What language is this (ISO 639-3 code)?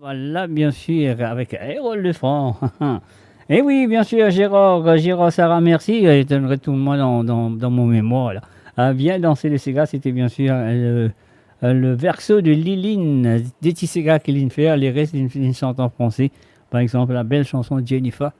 mfe